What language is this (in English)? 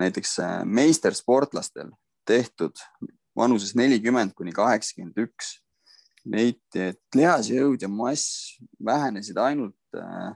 Estonian